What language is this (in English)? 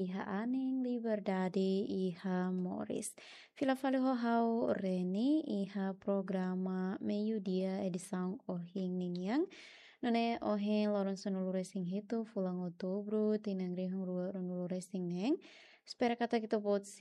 Tetum